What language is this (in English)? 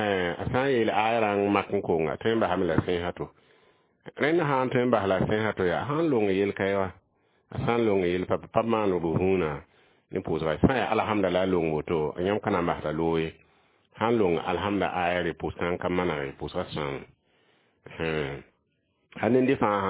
Mossi